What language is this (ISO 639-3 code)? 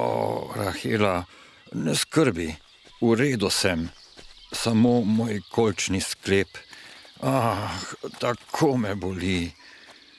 slv